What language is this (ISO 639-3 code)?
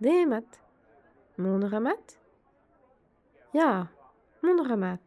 bre